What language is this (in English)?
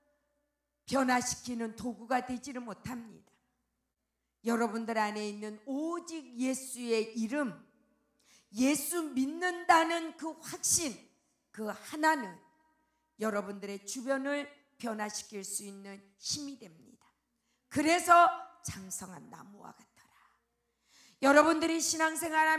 Korean